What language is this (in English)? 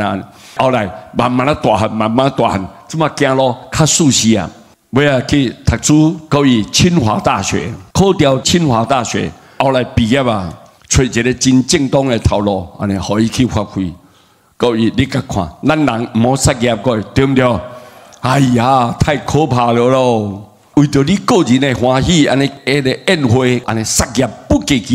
Min Nan Chinese